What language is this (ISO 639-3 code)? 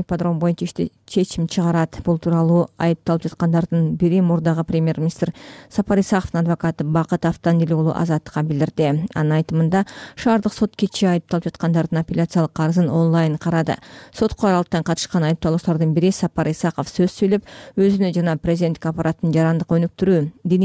kir